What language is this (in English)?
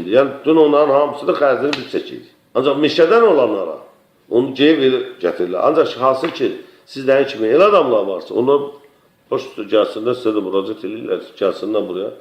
Azerbaijani